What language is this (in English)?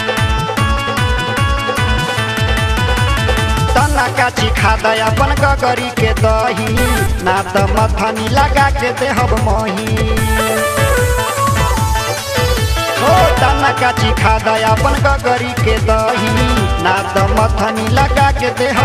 Bhojpuri